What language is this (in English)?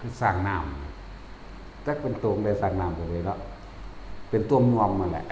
Northeastern Thai